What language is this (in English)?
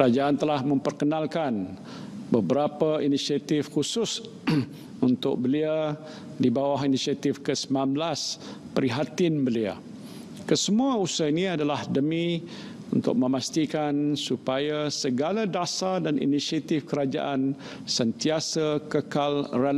Malay